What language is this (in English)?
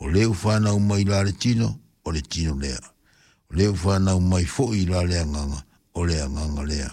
Samoan